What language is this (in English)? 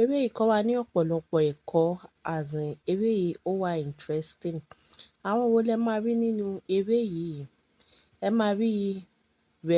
Yoruba